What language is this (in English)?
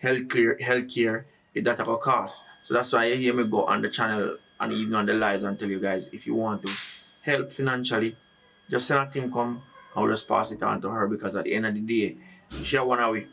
Jamaican Creole English